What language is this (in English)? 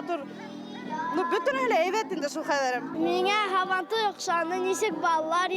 Bashkir